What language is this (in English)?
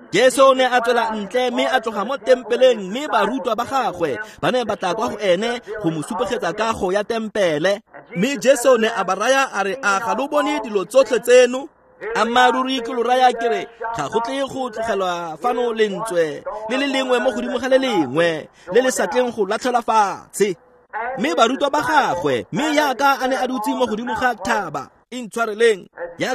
Tswana